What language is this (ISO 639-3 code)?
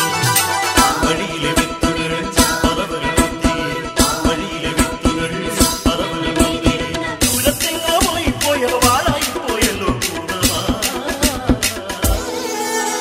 mal